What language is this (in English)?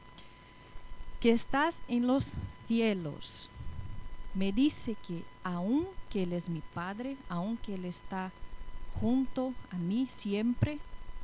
Spanish